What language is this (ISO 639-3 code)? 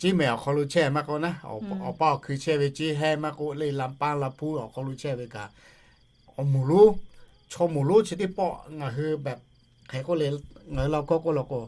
lhu